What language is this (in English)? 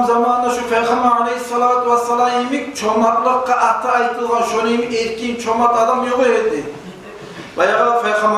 Kumyk